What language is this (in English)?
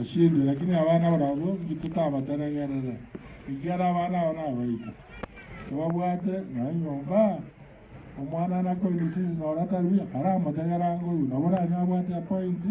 Gusii